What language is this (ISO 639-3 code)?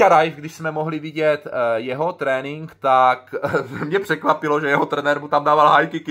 ces